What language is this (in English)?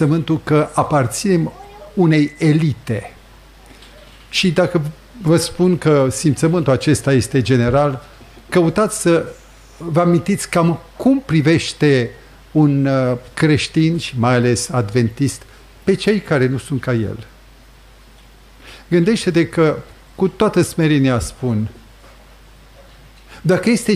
Romanian